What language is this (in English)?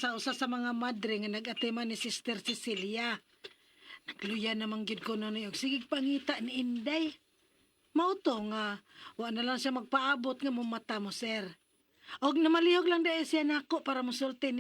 Cebuano